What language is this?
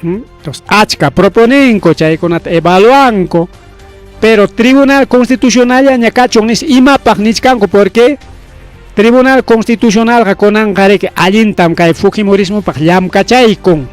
Ayacucho Quechua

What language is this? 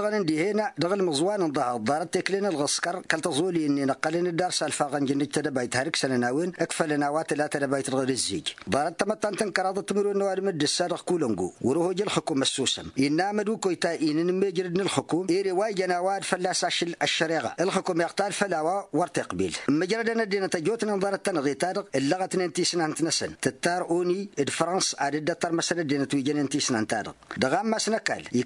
Tamasheq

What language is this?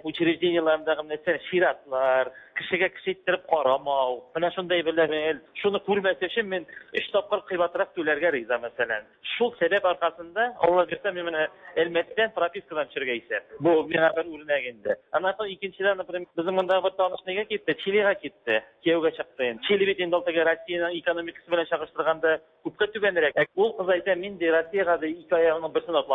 Tatar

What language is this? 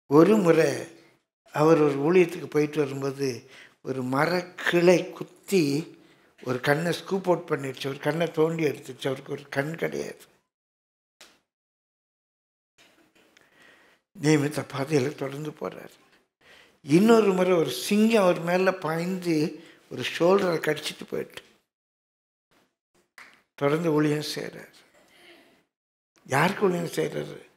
Tamil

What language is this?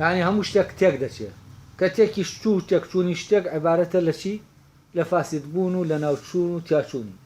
Central Kurdish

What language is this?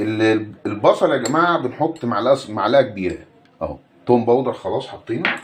Egyptian Arabic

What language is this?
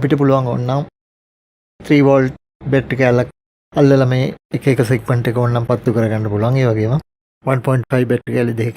Sinhala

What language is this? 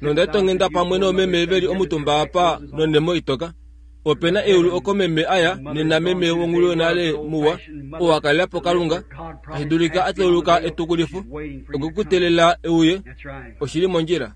Kuanyama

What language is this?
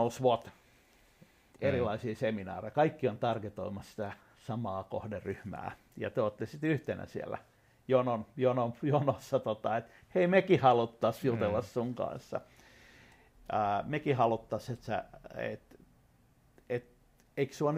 Finnish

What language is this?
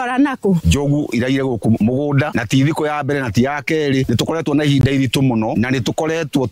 Kikuyu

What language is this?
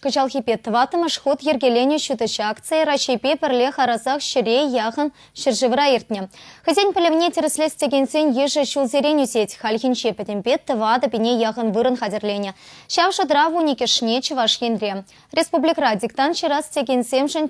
Chuvash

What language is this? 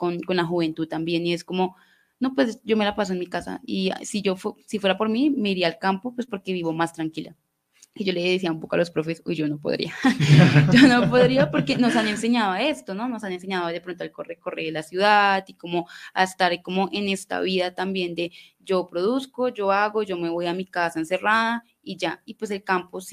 Spanish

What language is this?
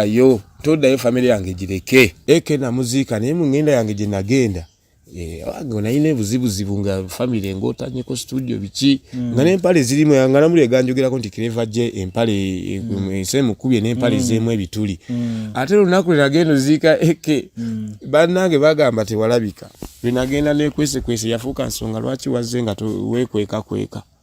Ganda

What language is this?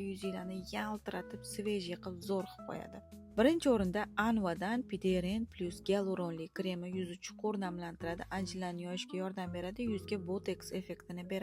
Uzbek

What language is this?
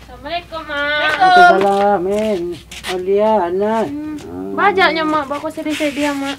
Minangkabau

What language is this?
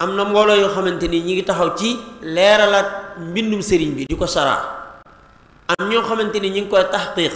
Wolof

